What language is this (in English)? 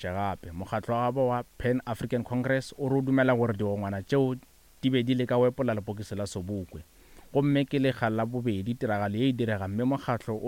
Northern Sotho